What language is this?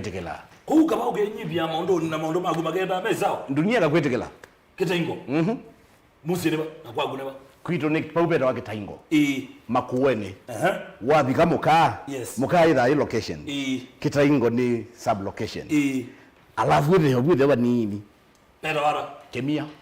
Kamba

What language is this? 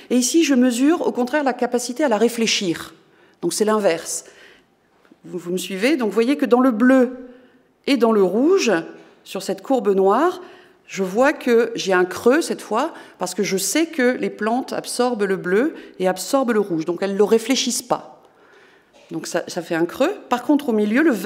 French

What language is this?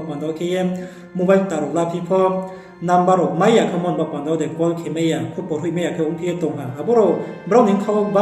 Riang (India)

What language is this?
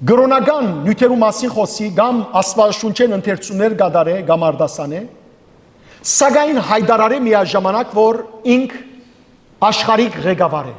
Western Armenian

